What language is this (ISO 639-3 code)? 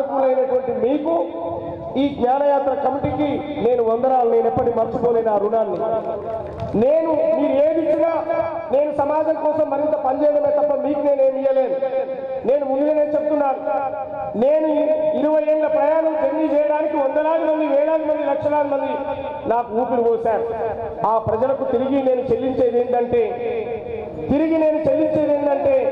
tel